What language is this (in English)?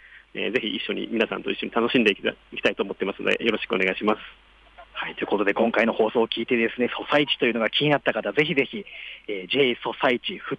Japanese